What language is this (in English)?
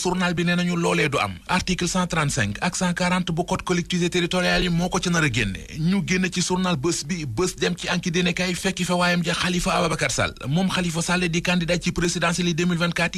Wolof